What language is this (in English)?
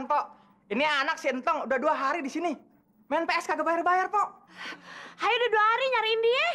Betawi